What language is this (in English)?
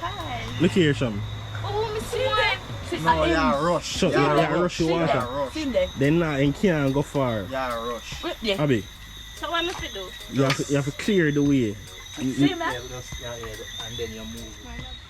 Jamaican Creole English